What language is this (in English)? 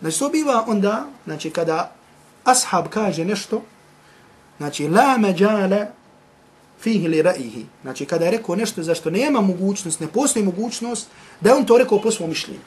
Bosnian